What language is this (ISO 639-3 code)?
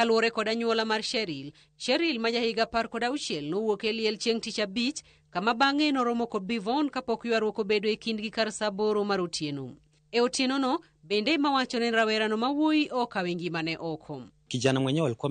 luo